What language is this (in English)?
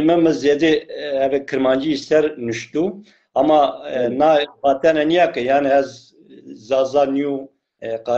Zaza